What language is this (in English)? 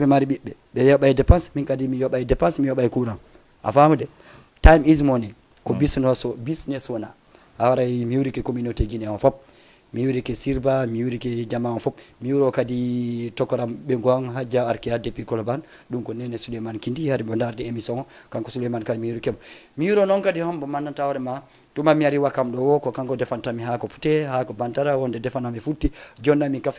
Fula